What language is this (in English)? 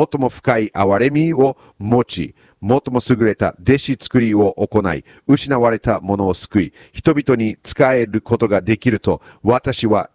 Japanese